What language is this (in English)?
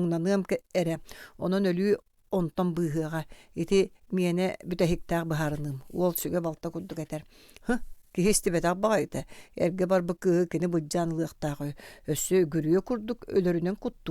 Yakut